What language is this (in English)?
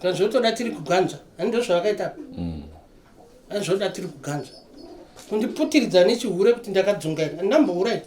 Shona